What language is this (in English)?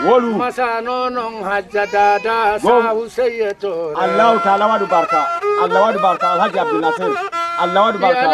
Fula